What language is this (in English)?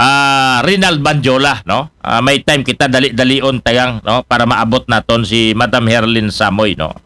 Aklanon